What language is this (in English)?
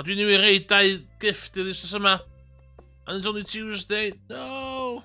Welsh